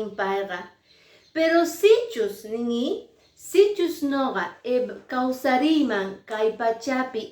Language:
Quechua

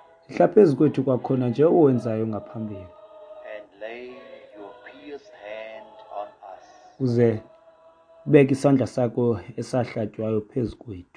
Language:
Xhosa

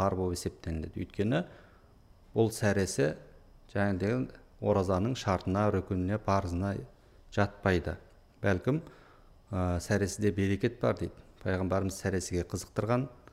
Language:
Kazakh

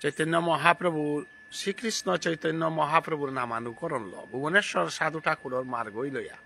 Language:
Bishnupriya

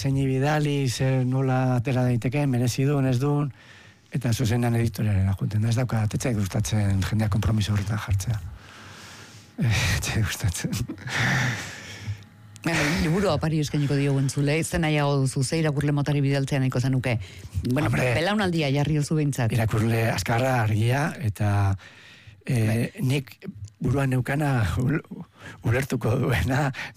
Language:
Basque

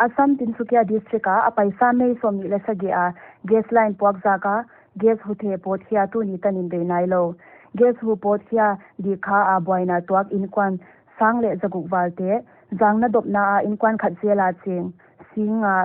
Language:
Paite Chin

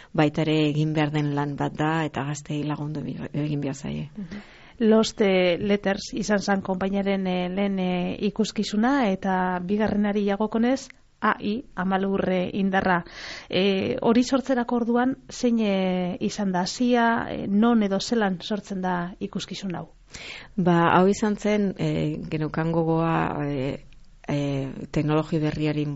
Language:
Basque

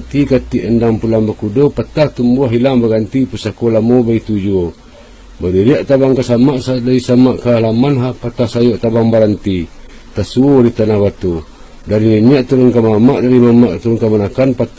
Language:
Minangkabau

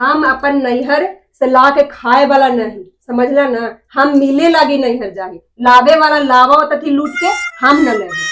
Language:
Magahi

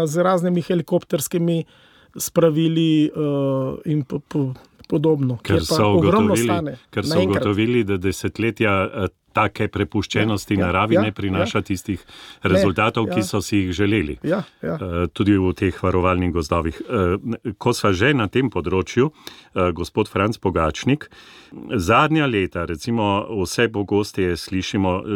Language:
Slovenian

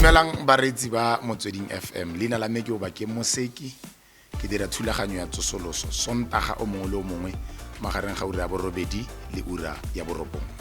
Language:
Tswana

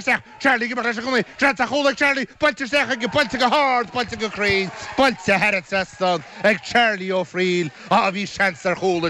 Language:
Irish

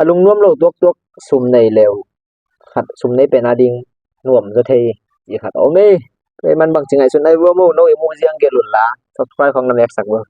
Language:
Tedim Chin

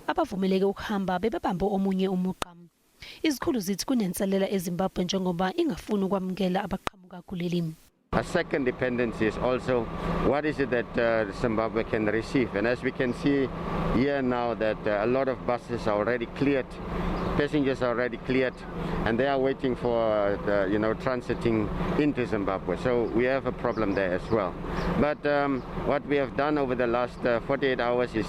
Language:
Zulu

